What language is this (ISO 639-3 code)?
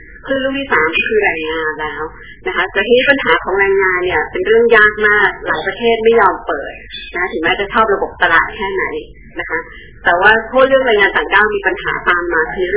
tha